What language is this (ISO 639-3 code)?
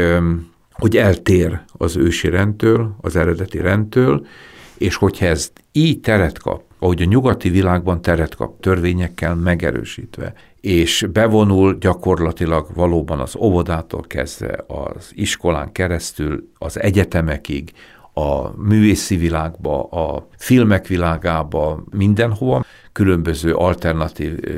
hun